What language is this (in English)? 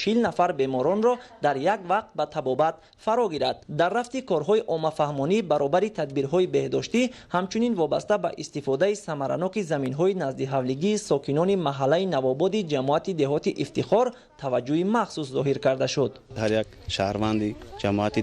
Tajik